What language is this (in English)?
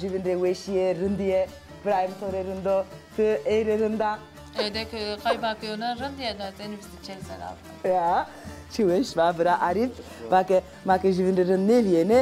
Zaza